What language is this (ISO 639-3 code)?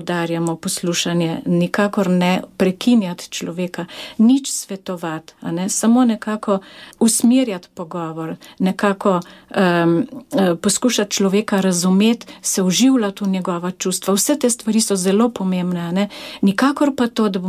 slv